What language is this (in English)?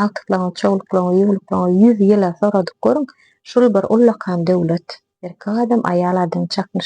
Turkmen